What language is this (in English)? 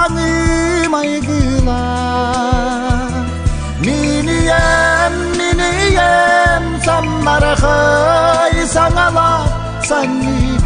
Yakut